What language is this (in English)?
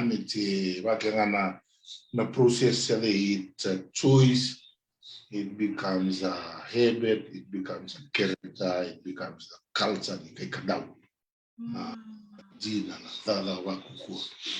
Fijian